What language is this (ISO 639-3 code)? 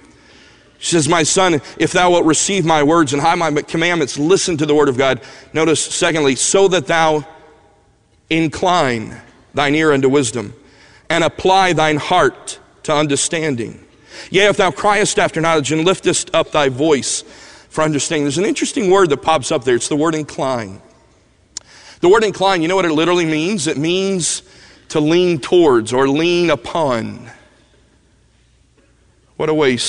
eng